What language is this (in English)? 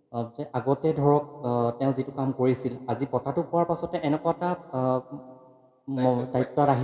Assamese